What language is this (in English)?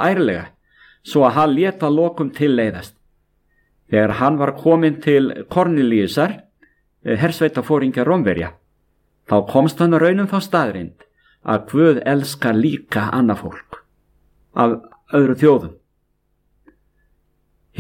Icelandic